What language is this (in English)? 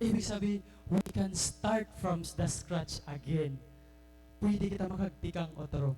Waray